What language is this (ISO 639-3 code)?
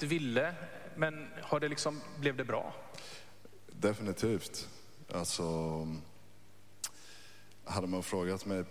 swe